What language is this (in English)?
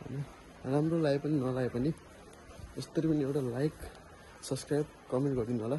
Nepali